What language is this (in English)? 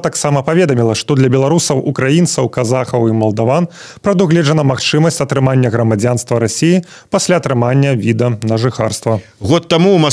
Belarusian